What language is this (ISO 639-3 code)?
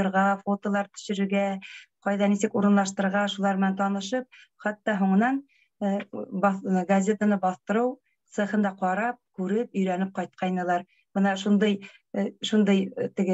bak